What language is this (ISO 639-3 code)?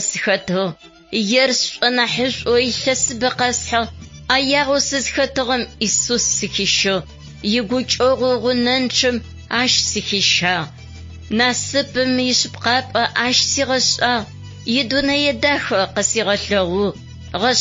ady